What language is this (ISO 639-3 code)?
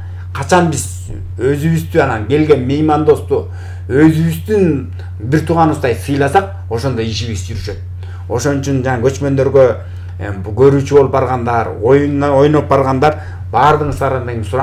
kir